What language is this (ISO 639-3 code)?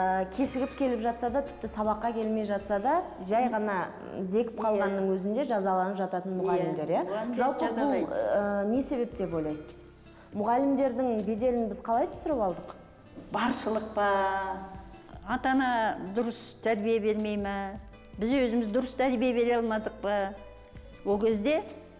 kaz